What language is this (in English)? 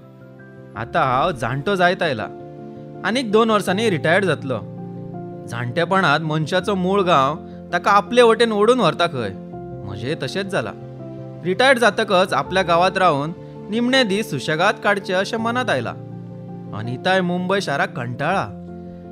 Konkani